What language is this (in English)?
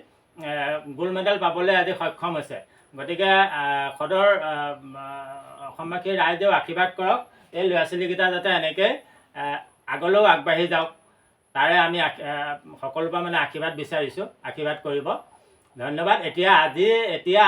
Assamese